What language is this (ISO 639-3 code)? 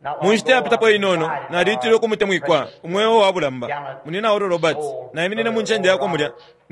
bem